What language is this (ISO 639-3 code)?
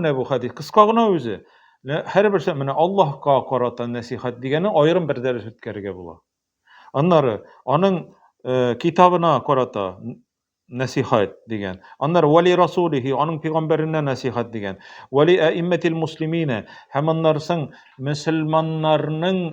tat